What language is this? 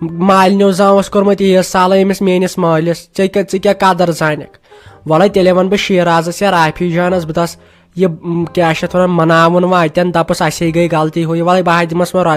Kashmiri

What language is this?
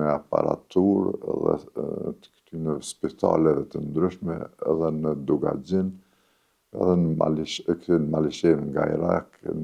Albanian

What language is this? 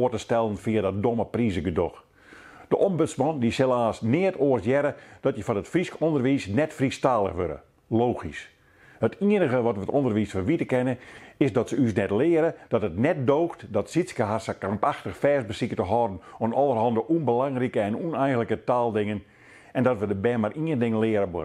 Western Frisian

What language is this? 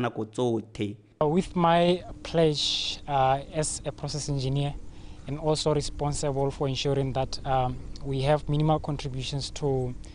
Tswana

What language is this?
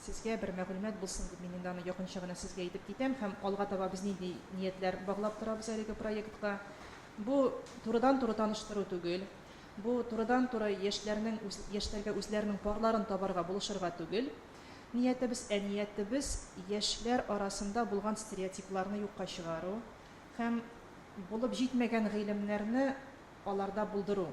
Tatar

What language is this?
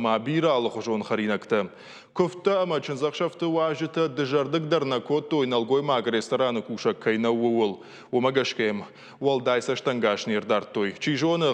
Ossetic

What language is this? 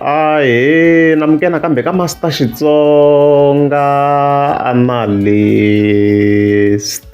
Tsonga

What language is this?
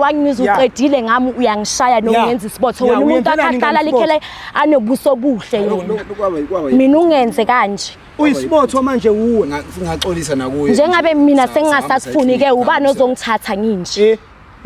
Zulu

